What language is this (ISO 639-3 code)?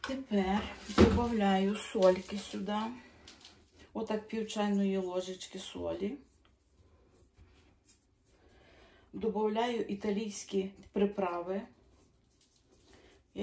ukr